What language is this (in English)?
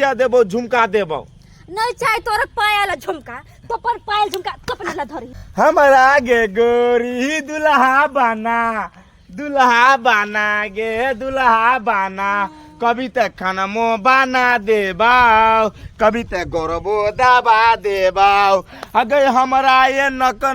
Maithili